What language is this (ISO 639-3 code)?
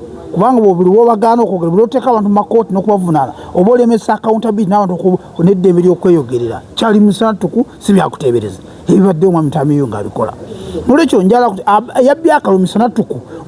lug